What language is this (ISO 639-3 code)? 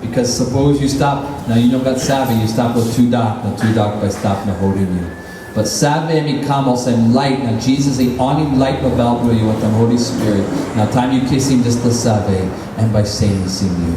tpi